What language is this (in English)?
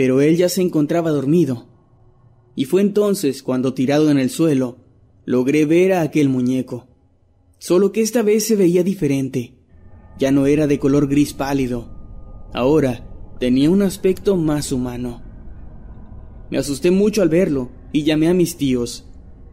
Spanish